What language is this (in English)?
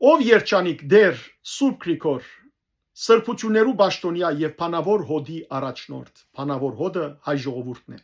Western Armenian